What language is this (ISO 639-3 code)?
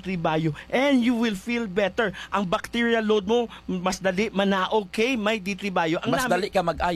hil